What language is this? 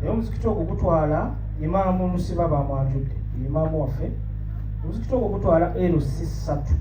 Ganda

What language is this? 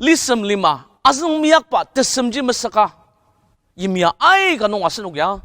Ao Naga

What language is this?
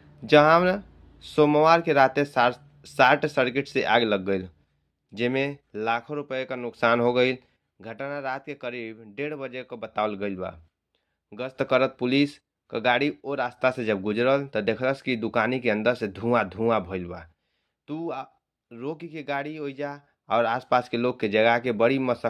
Bhojpuri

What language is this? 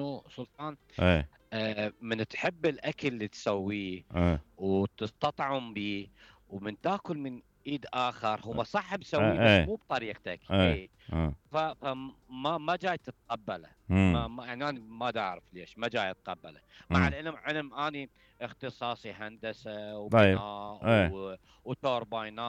Mesopotamian Arabic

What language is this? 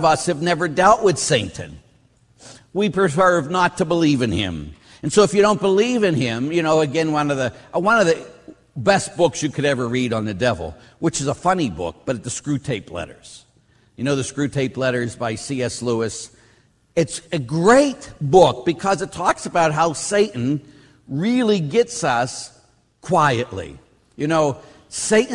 English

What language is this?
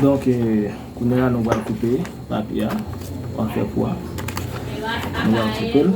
Haitian Creole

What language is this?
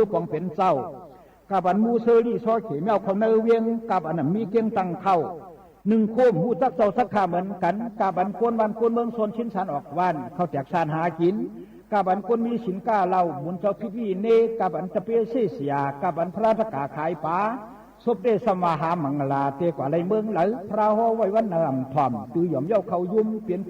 Shan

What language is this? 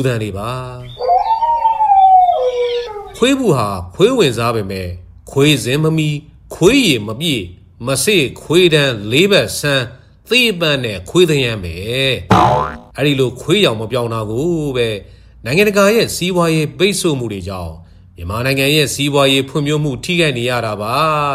Burmese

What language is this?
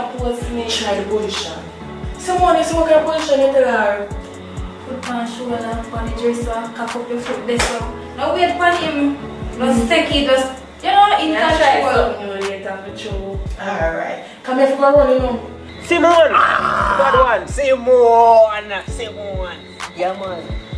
Jamaican Creole English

